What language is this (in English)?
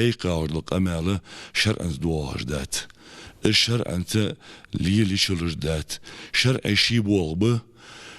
Ingush